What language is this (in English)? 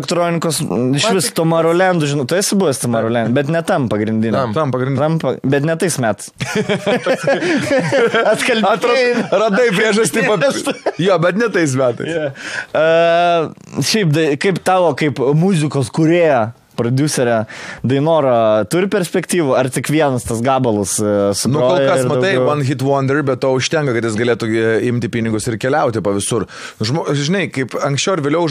Lithuanian